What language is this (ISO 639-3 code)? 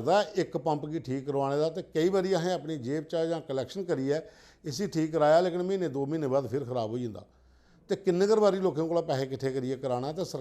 doi